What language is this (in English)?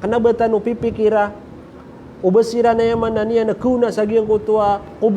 Maranao